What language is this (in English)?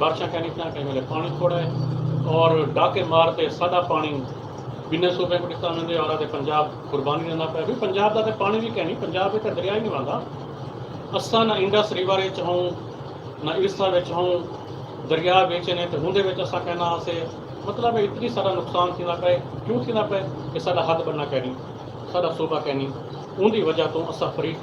Saraiki